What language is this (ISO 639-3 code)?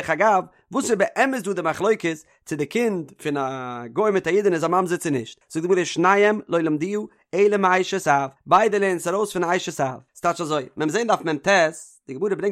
yid